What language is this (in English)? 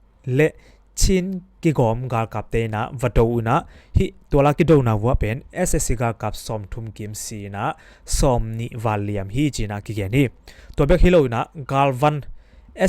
Tedim Chin